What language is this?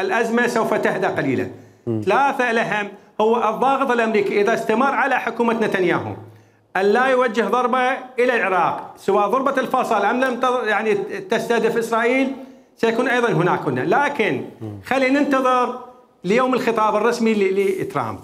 Mesopotamian Arabic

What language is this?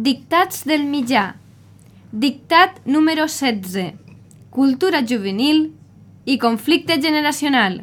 Catalan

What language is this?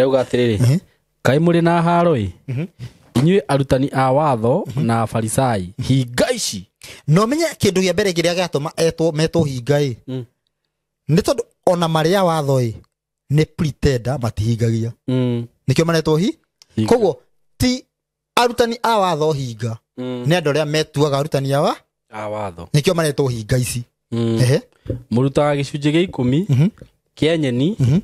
Kikuyu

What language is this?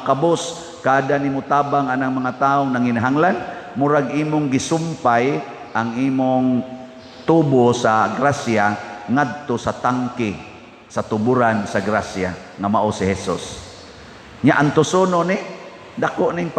Cebuano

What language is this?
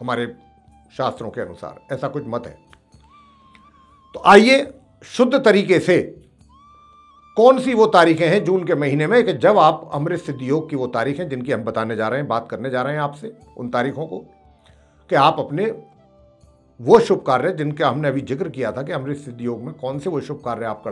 Hindi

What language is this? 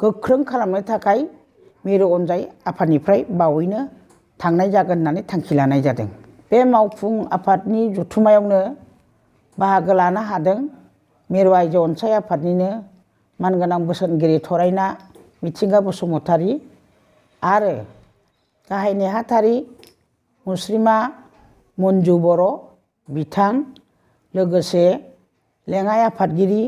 Bodo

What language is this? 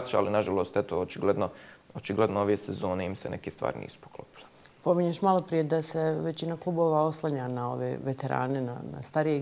Bosnian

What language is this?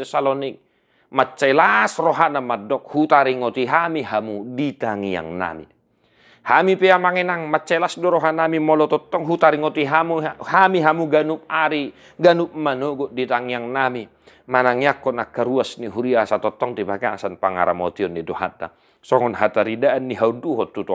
Batak Toba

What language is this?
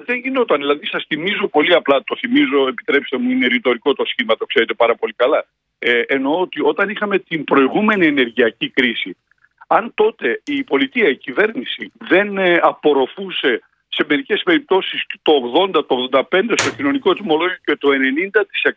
Greek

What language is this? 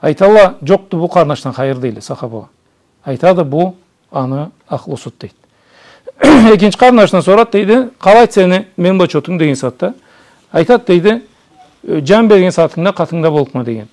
Karachay-Balkar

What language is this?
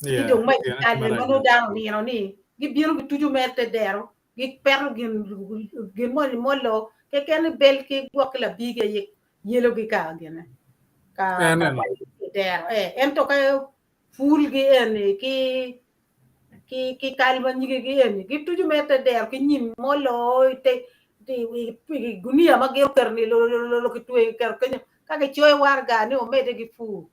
Acoli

